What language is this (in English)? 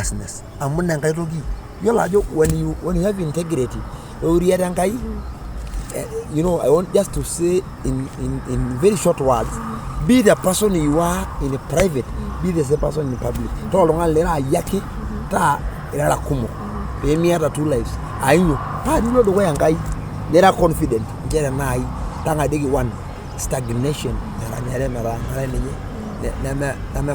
Masai